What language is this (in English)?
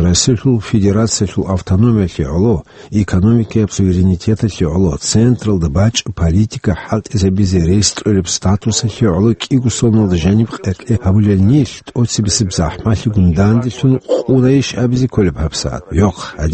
Avaric